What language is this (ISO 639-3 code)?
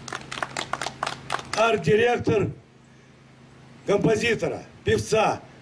rus